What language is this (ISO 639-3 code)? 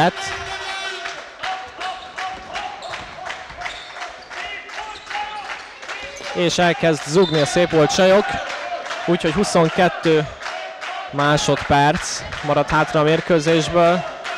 hun